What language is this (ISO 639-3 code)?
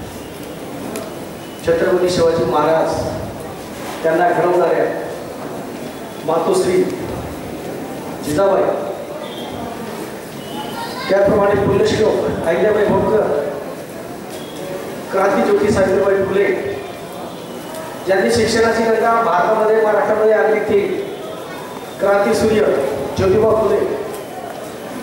mar